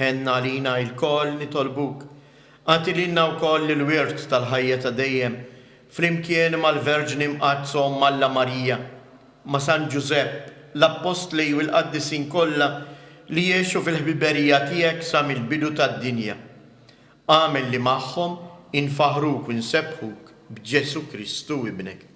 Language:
Maltese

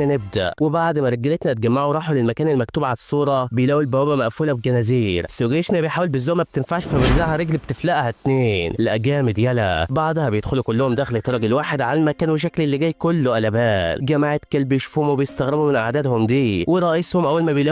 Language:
Egyptian Arabic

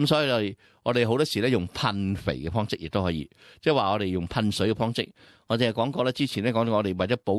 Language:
Cantonese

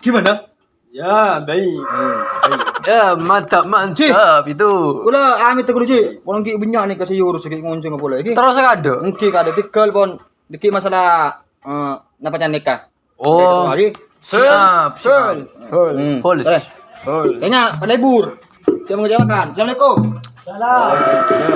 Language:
Madurese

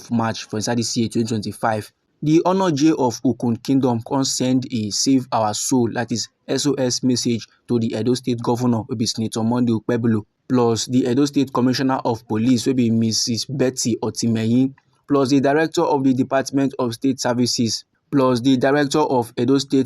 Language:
Nigerian Pidgin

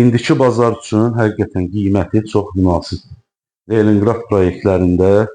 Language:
Azerbaijani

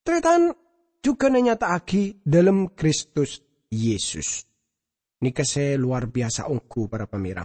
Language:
Madurese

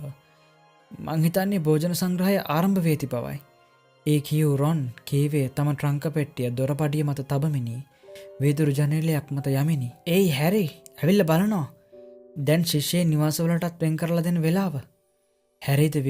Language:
Sinhala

